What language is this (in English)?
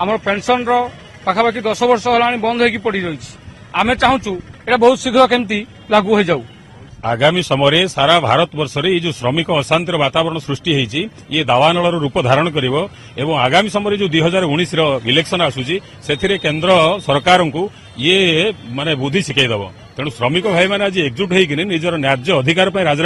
Odia